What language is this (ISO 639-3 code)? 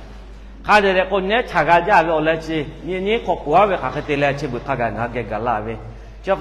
lhu